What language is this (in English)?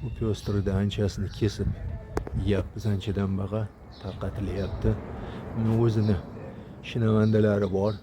Uzbek